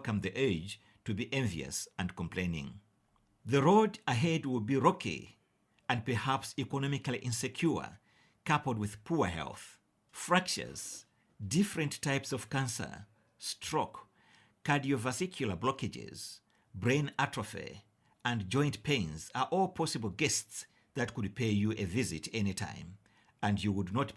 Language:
English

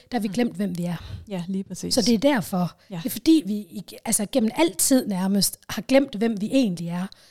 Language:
Danish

